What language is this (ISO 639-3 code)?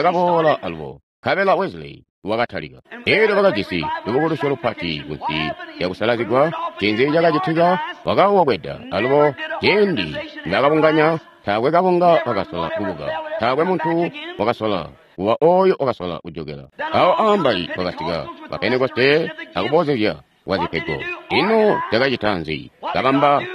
toi